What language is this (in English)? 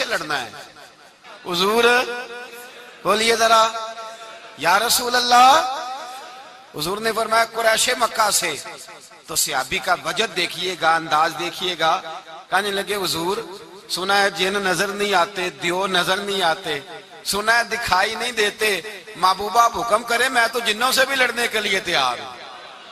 Urdu